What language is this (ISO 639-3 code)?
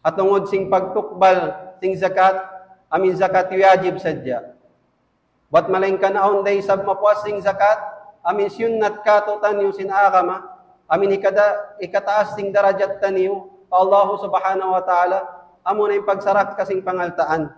tsg